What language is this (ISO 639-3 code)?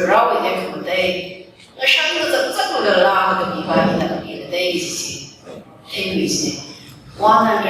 nmf